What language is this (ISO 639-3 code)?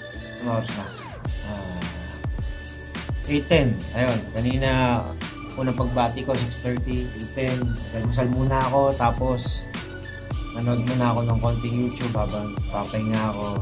fil